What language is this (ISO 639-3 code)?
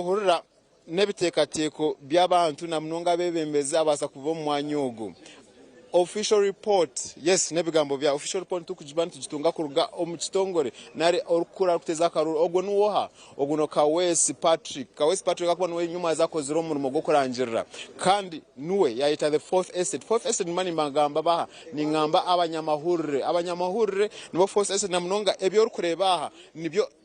nyn